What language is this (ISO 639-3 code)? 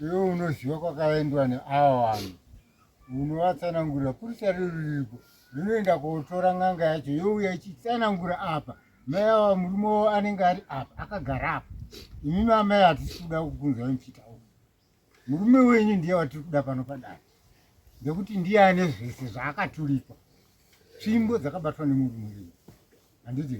sna